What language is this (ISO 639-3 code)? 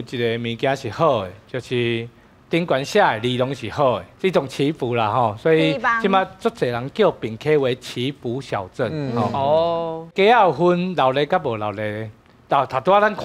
nan